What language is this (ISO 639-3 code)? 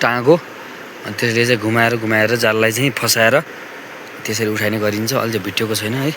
nep